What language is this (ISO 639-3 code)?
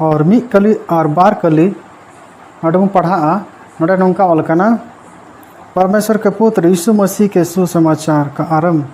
sat